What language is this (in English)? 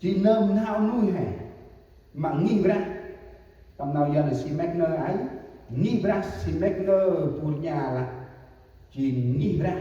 Central Mnong